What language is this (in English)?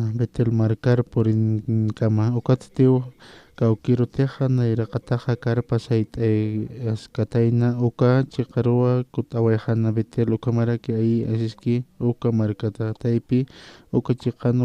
Aymara